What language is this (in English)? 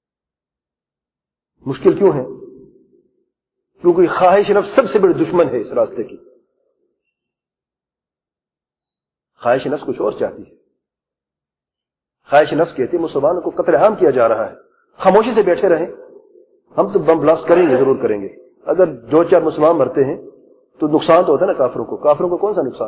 Urdu